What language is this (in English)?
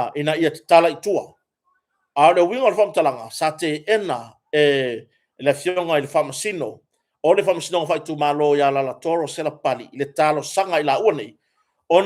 Samoan